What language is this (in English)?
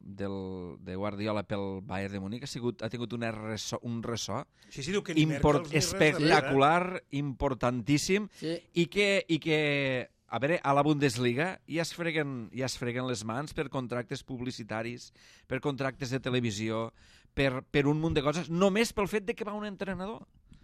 Catalan